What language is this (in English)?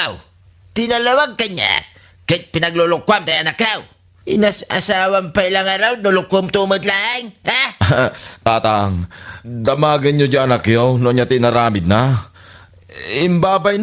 Iloko